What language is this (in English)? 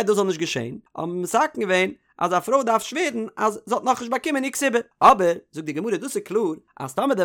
Yiddish